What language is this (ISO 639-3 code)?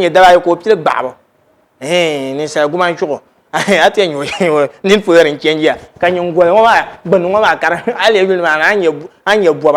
dag